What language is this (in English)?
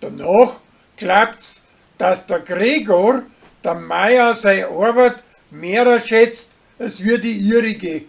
Bavarian